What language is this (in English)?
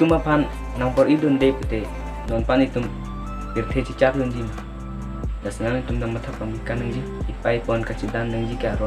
Karbi